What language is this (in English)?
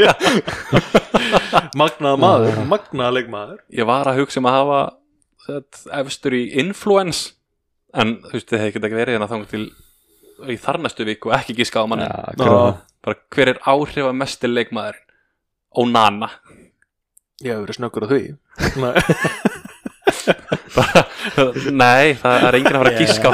Icelandic